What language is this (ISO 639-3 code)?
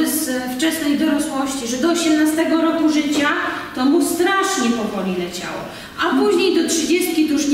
pol